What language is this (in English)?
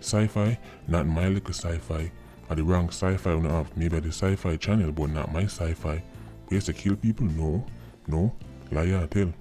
Jamaican Creole English